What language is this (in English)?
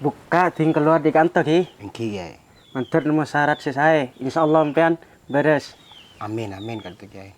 Madurese